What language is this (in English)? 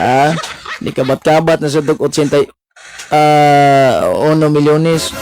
Cebuano